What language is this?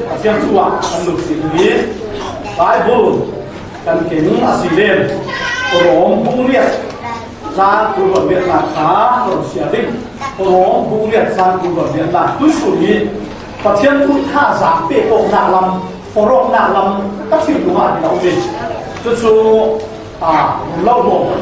Falam Chin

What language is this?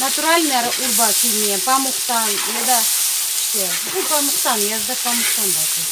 Crimean Tatar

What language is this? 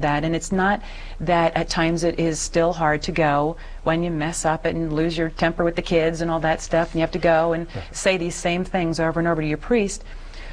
English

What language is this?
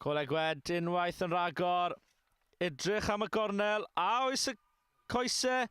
Welsh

